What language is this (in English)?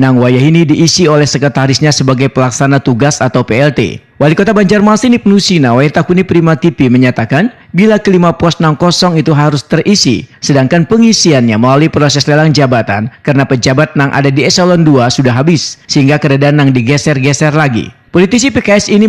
Banjar